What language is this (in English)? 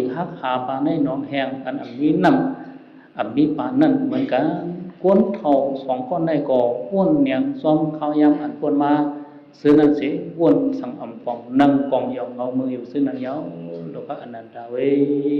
Shan